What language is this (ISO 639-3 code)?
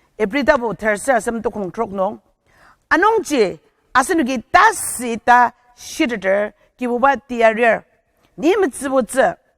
njo